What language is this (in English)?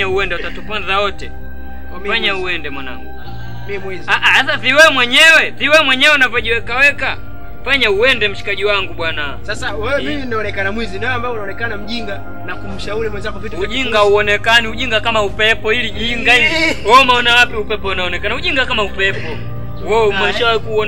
Swahili